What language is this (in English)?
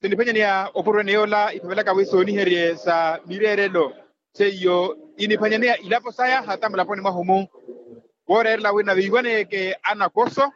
Makhuwa